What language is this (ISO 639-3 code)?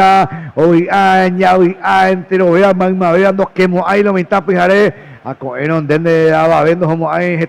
grn